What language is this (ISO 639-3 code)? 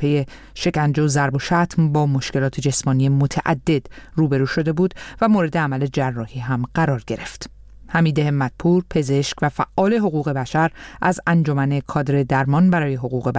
fas